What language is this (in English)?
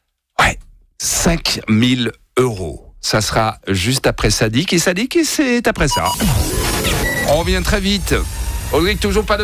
French